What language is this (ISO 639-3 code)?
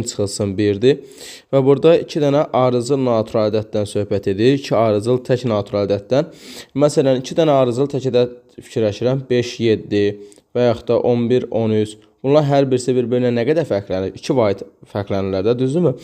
aze